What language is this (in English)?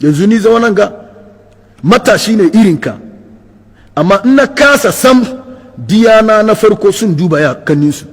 Hausa